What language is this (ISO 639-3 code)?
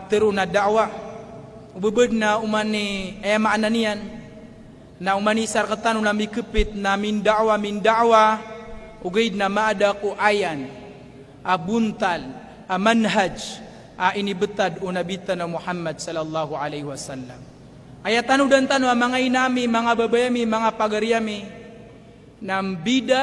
mrw